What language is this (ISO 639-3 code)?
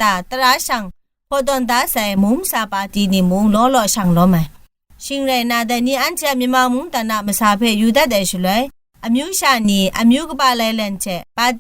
kac